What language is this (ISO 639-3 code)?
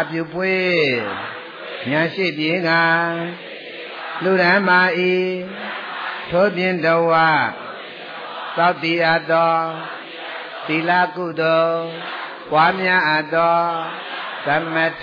mya